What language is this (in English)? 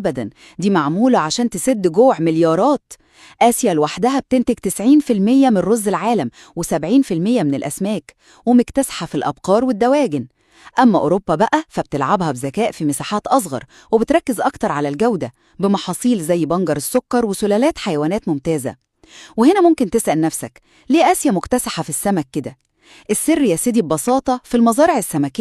Egyptian Arabic